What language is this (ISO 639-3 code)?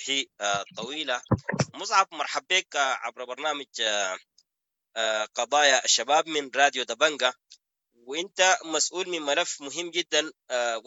apd